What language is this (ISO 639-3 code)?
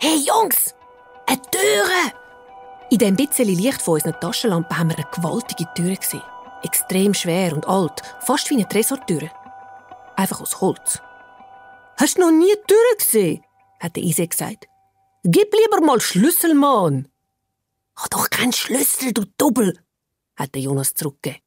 gsw